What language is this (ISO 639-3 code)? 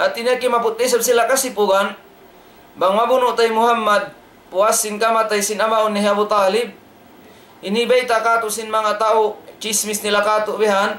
tsg